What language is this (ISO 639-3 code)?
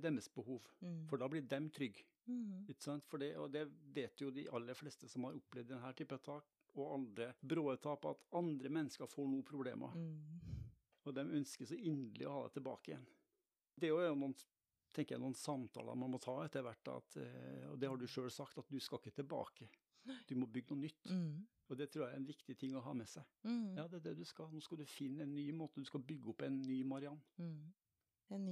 nor